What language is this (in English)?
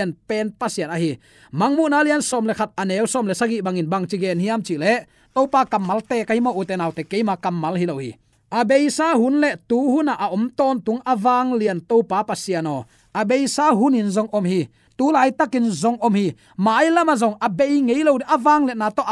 Tedim Chin